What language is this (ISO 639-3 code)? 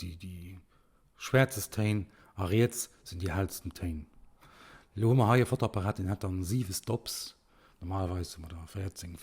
ltz